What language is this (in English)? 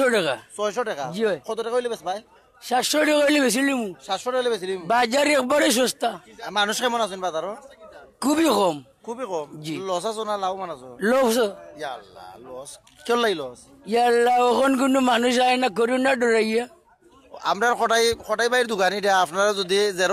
Sylheti